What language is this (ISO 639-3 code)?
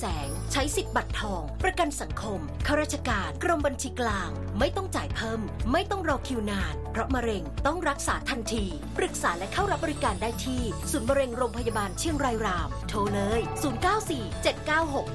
tha